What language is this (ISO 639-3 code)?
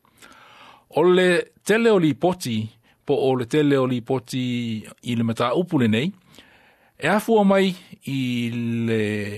smo